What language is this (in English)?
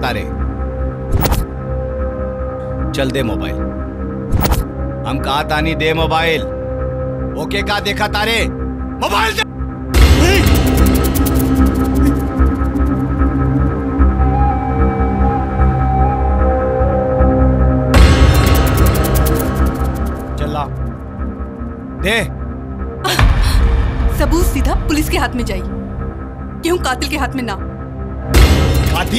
Bhojpuri